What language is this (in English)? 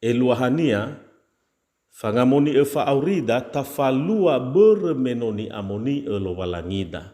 Nias